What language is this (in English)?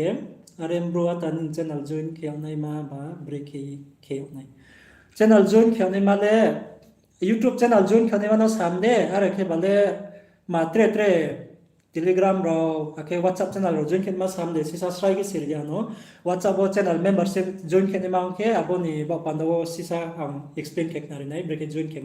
Riang (India)